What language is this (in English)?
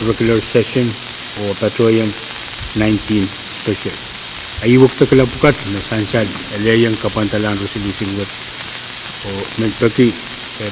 Pohnpeian